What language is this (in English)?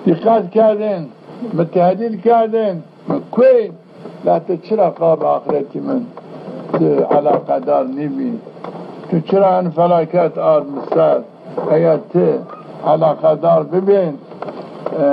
Zaza